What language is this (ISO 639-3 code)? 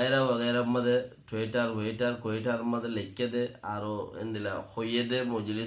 rhg